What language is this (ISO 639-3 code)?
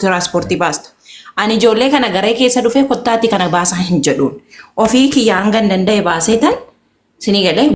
orm